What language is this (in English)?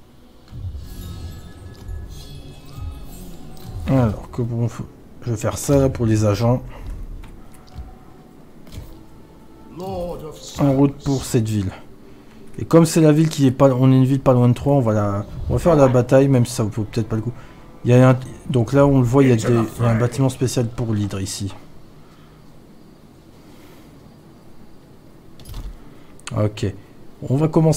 French